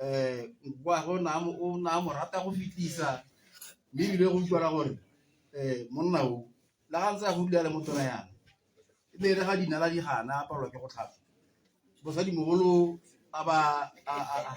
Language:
Tswana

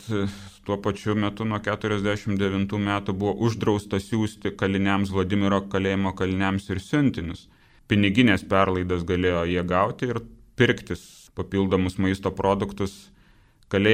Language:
Lithuanian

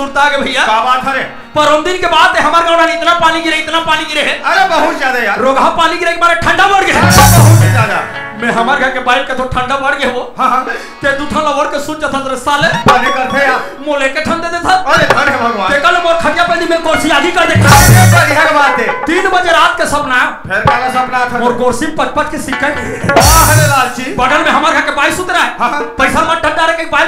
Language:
Chhattisgarhi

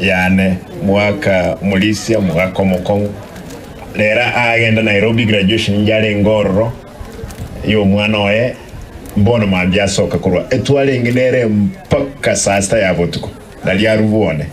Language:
Gusii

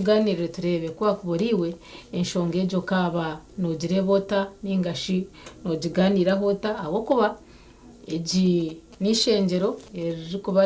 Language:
Nyankole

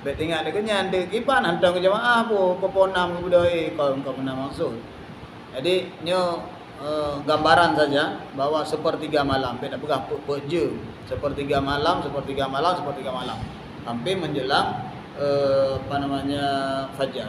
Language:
Achinese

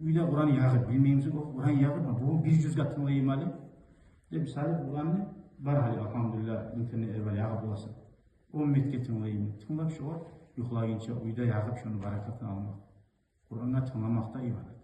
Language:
Kumyk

